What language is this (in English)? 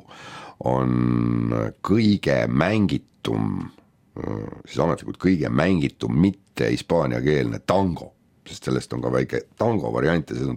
Estonian